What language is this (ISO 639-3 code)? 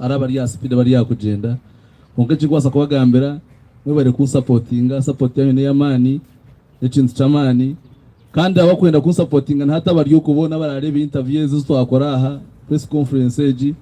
nyn